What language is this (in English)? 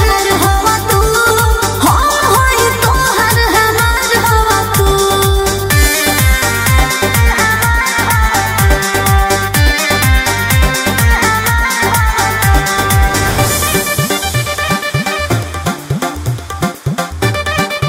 Bhojpuri